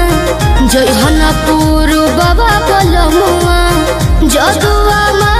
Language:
Bhojpuri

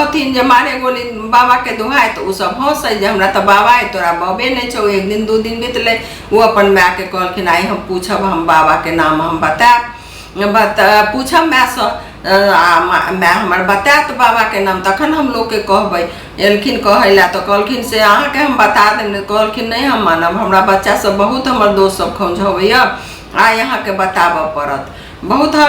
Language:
Maithili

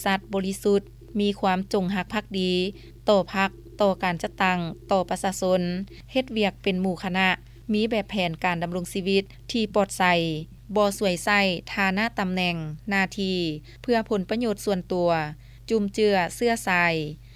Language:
Lao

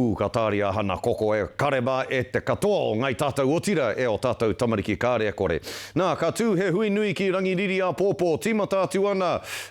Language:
Māori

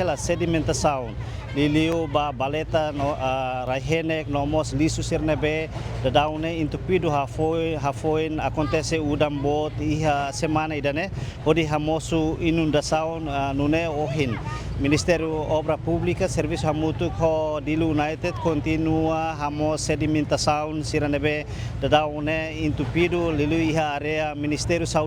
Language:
Tetum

